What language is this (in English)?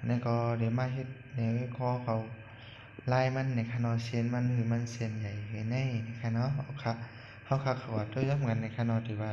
Shan